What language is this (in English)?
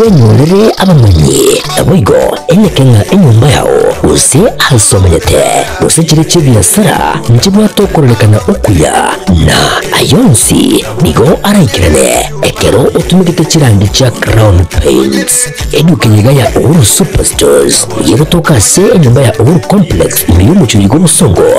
Gusii